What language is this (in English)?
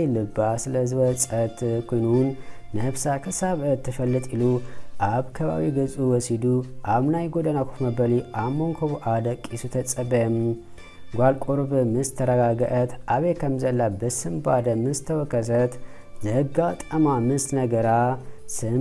Tigrinya